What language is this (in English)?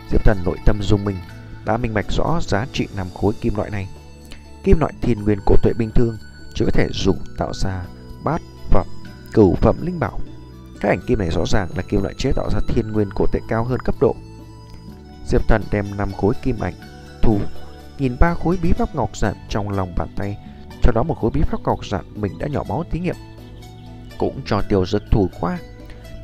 Vietnamese